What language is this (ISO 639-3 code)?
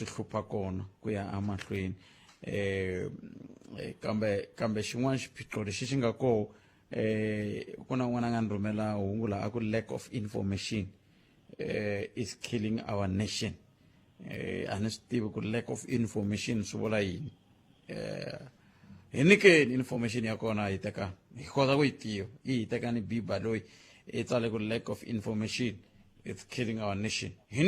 tso